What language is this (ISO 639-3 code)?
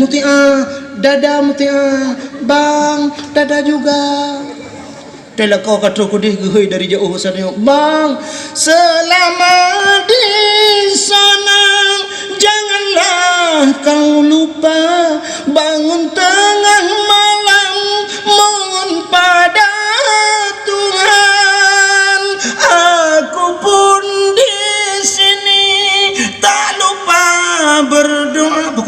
ace